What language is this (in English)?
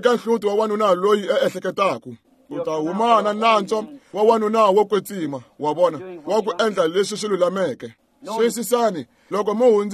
Tsonga